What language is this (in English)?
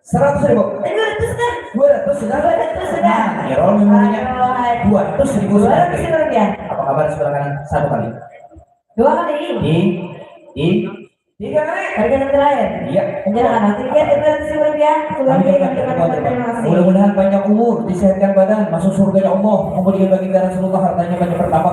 Banjar